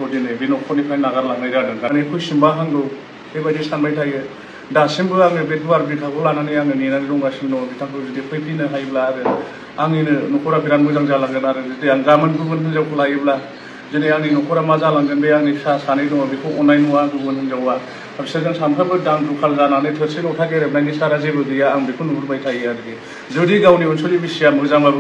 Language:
Bodo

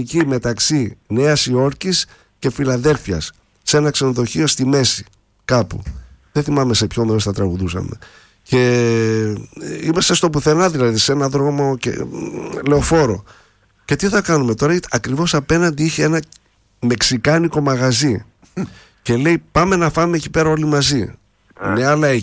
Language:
Greek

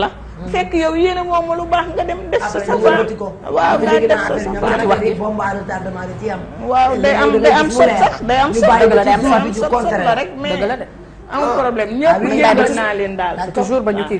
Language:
Wolof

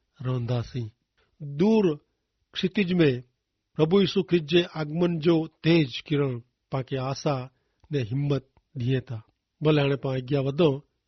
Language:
Kachhi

